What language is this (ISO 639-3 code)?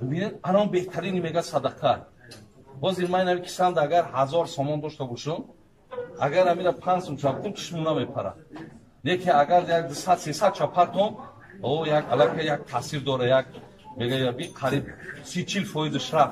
tgk